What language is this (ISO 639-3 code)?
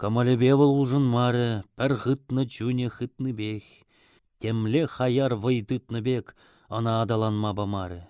chv